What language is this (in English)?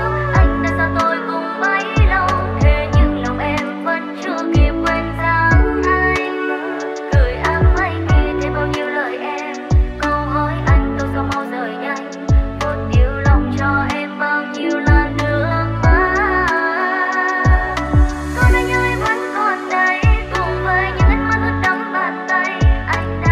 Vietnamese